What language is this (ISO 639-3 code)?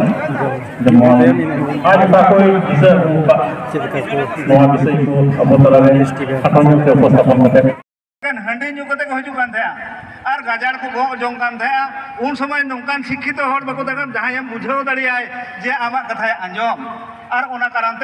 sat